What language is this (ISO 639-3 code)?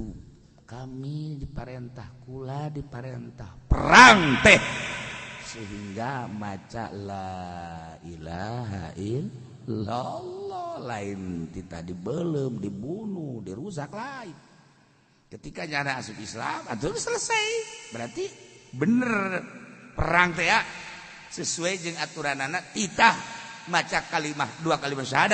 sun